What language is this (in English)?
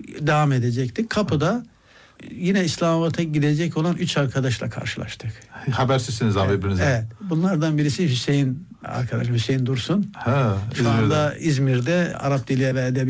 Turkish